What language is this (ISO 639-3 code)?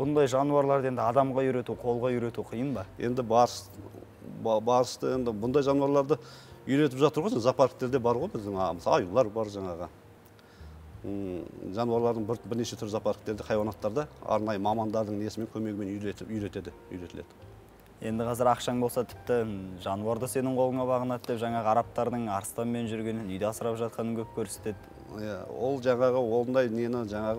kaz